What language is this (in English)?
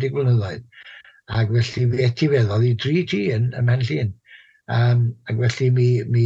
Welsh